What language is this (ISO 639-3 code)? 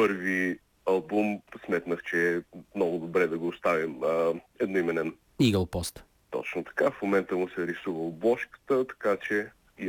bul